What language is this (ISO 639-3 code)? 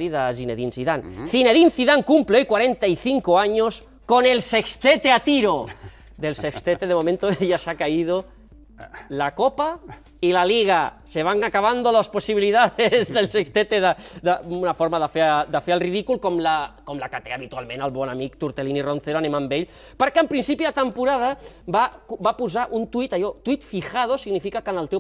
cat